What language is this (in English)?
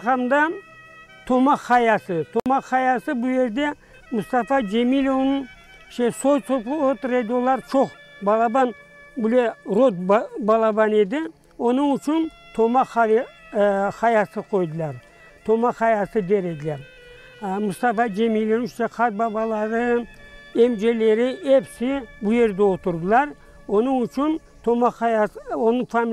Crimean Tatar